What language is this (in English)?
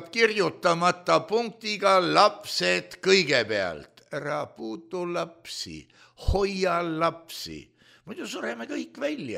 Estonian